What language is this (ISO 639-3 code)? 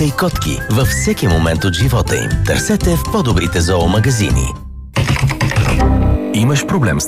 bul